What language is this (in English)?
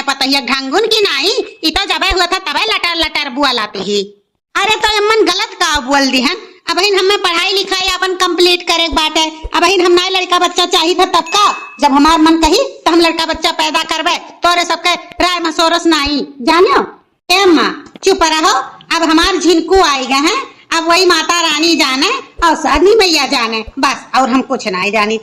Awadhi